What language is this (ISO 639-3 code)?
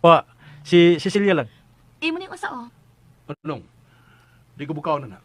ceb